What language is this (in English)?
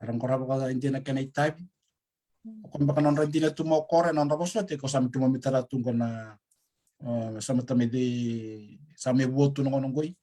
Fijian